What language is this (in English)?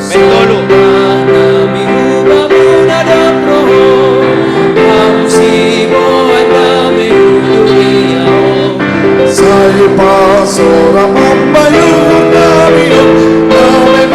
Batak Simalungun